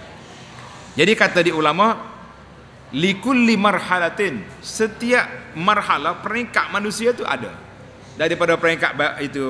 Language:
Malay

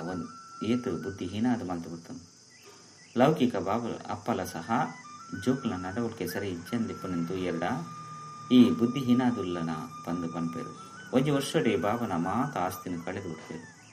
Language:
Tulu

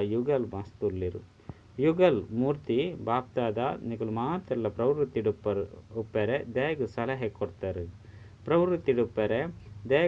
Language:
Tulu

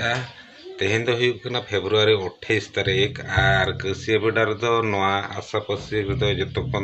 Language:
Santali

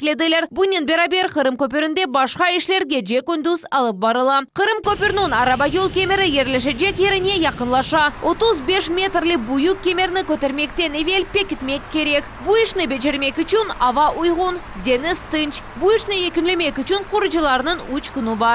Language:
Crimean Tatar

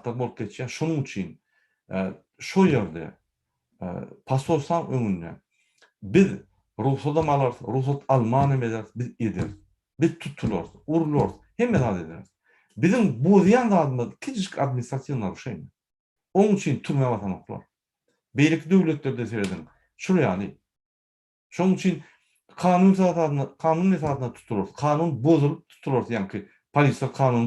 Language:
Turkmen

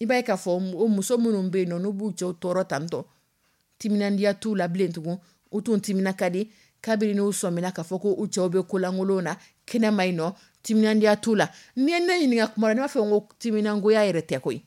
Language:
Dyula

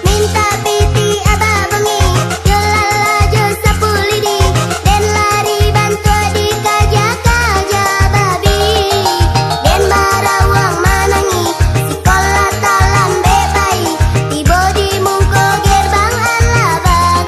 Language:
Minangkabau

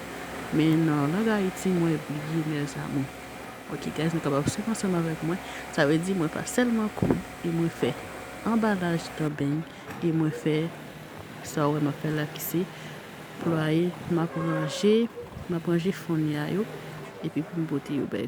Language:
Haitian Creole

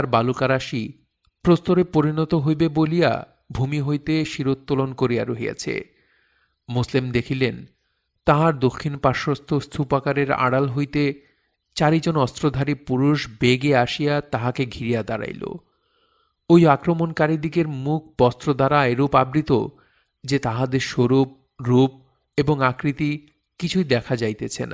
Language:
Bangla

